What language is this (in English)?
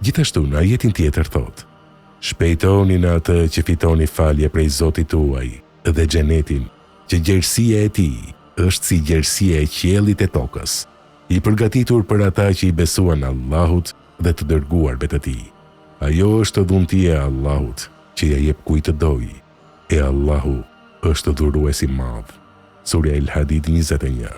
Albanian